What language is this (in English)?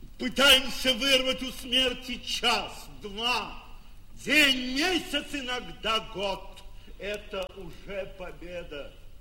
Russian